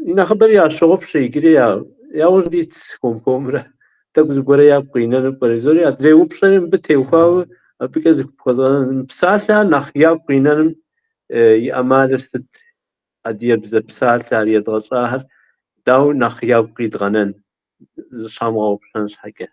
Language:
Kabardian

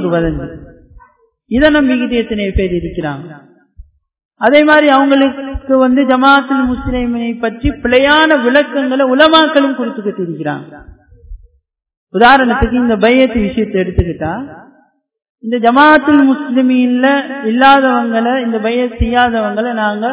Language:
Tamil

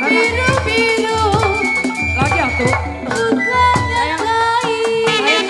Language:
Betawi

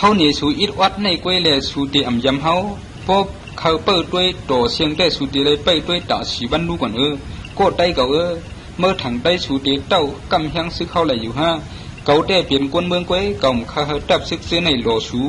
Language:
Shan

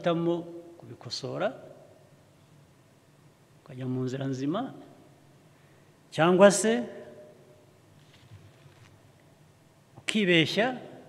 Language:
Kinyarwanda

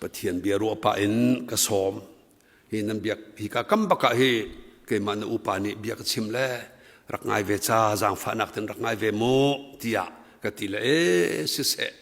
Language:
Hakha Chin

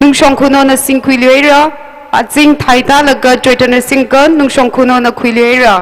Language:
Tangkhul Naga (India)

